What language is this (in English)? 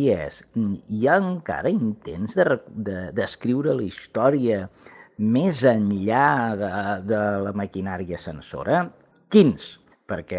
Catalan